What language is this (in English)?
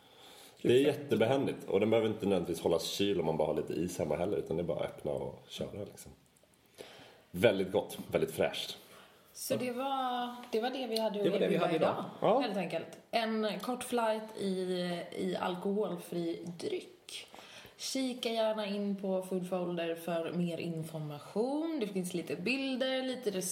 Swedish